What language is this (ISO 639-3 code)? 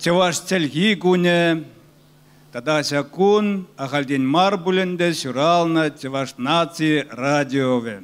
chv